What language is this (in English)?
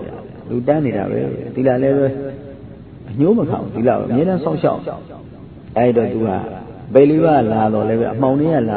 Burmese